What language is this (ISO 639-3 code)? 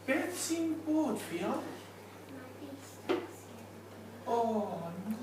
cym